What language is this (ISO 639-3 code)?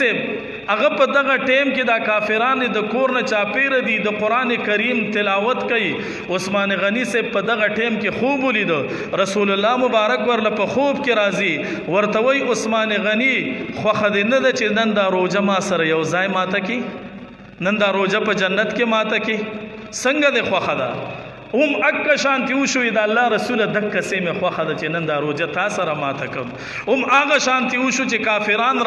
pus